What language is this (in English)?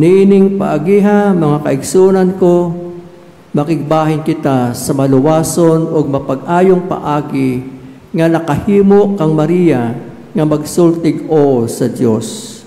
Cebuano